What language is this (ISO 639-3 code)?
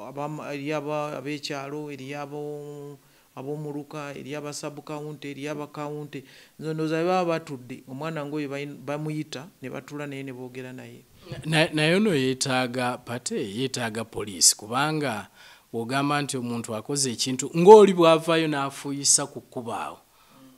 lug